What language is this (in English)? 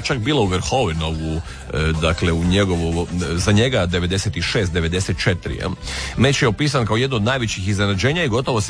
Croatian